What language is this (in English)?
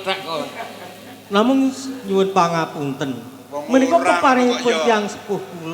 Javanese